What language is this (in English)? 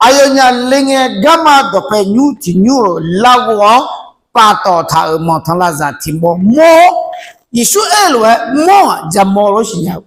Akha